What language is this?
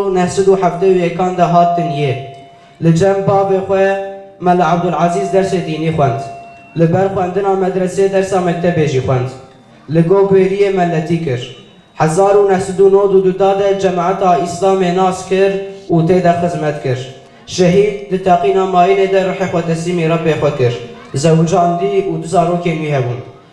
Kurdish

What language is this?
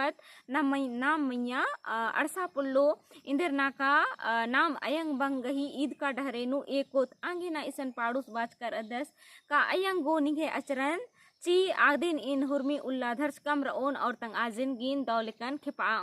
Kurukh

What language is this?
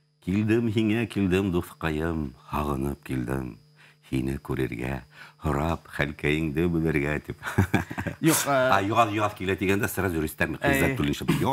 Bashkir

